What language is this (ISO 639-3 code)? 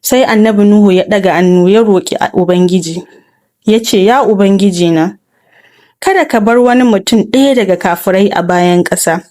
hau